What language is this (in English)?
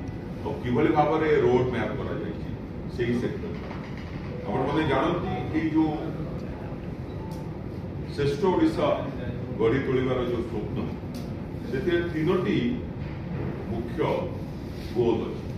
Odia